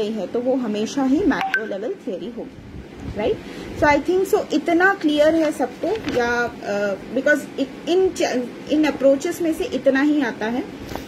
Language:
Hindi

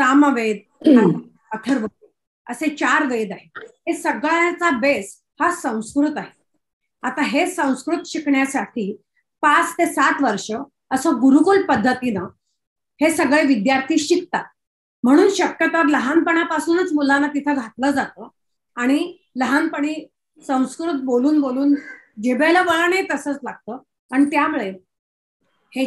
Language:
Marathi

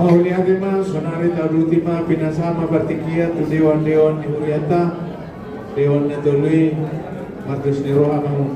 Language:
Batak Toba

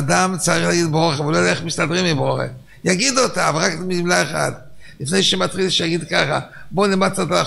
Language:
Hebrew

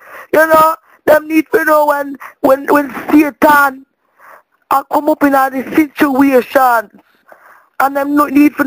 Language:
Jamaican Creole English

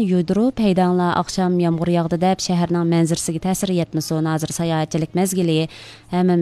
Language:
Uyghur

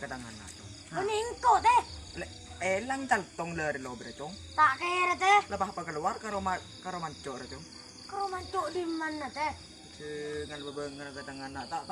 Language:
Madurese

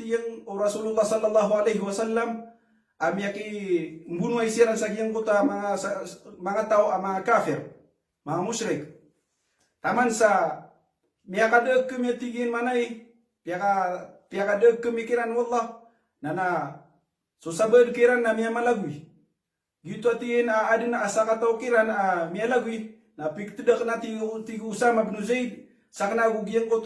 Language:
Maranao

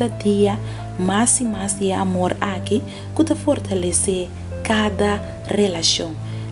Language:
Papiamento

